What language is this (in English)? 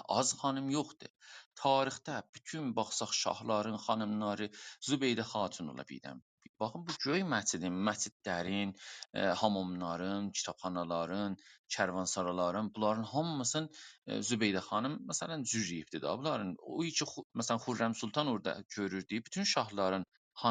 South Azerbaijani